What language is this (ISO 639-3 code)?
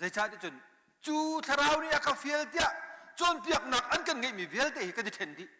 cnh